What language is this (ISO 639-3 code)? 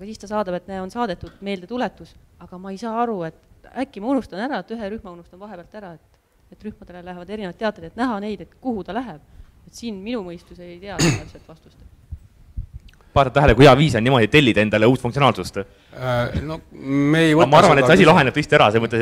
est